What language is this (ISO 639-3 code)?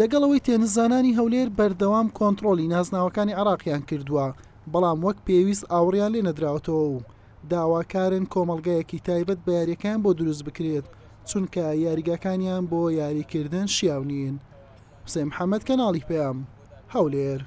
ckb